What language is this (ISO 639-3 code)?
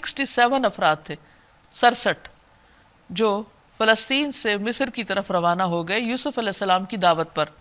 urd